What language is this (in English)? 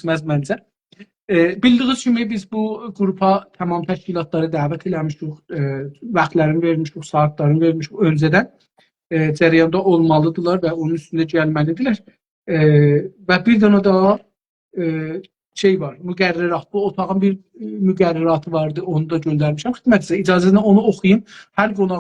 South Azerbaijani